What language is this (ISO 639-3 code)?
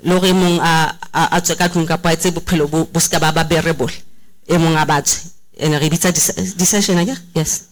sot